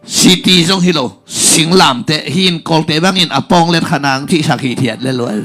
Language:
Tedim Chin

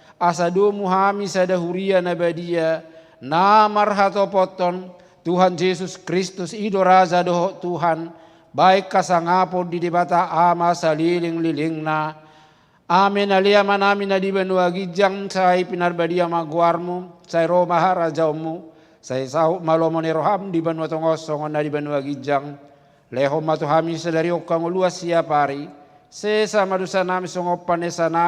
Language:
Batak Toba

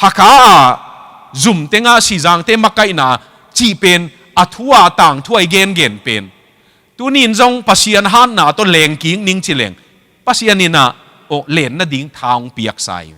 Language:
Tedim Chin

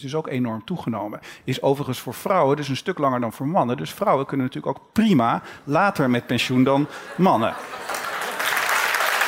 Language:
Dutch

